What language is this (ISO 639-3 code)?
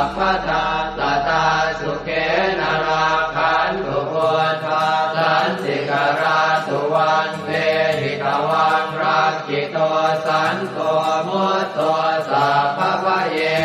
pli